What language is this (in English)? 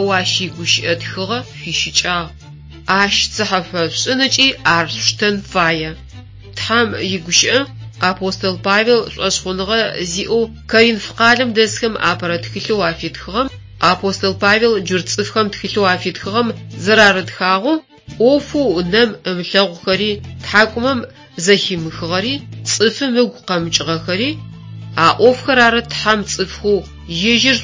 Adyghe